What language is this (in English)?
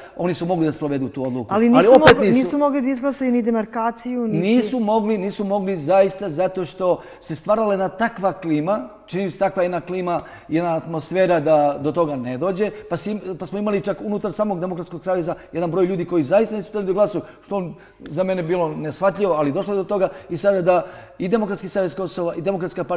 Serbian